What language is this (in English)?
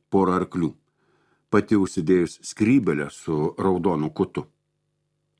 Lithuanian